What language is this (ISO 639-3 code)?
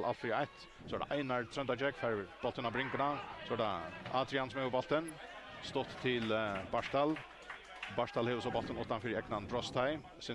fao